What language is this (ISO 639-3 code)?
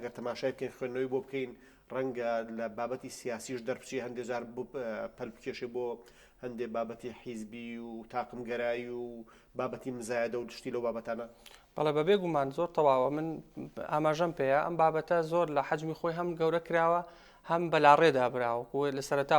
ckb